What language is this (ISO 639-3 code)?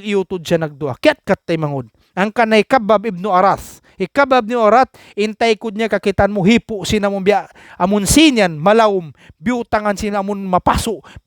tsg